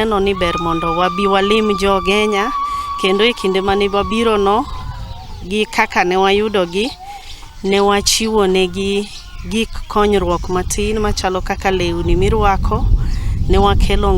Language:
Luo (Kenya and Tanzania)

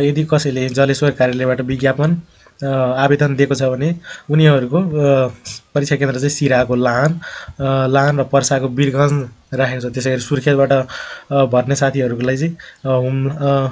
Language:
Nepali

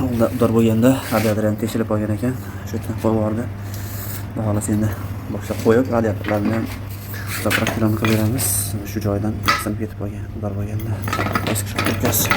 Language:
Uzbek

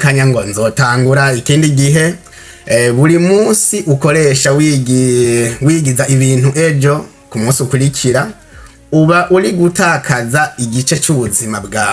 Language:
Rundi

